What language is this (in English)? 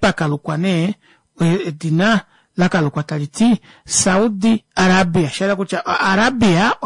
Kuanyama